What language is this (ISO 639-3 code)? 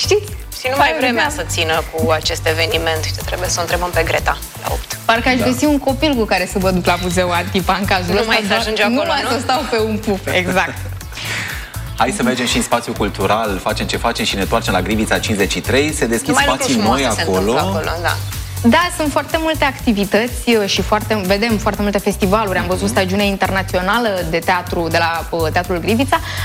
ron